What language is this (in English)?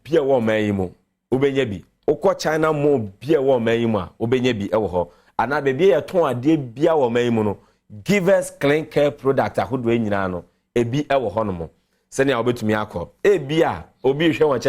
Akan